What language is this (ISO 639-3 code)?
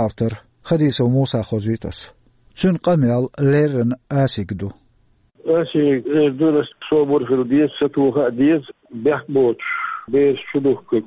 che